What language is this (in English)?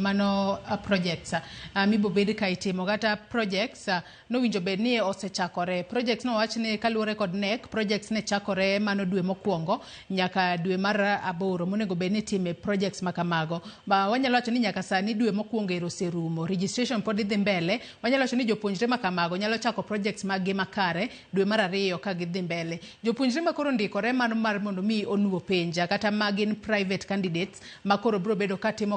Luo (Kenya and Tanzania)